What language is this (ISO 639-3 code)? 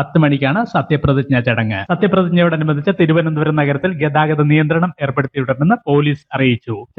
mal